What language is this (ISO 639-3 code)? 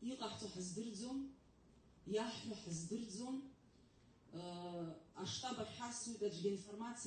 abk